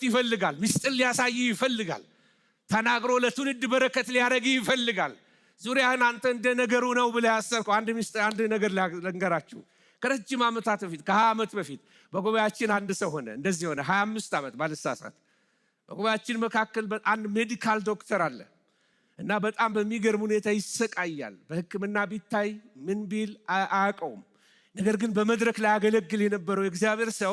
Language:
Amharic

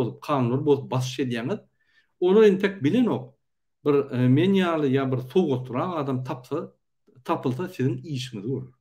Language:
Turkmen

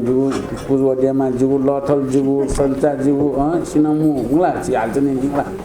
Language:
Newari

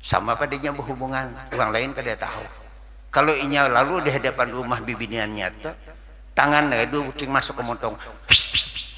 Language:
Banjar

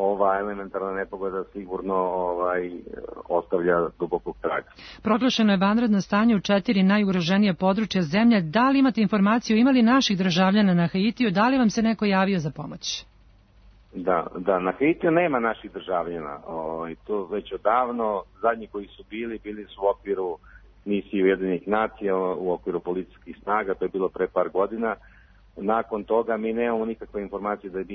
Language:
Serbian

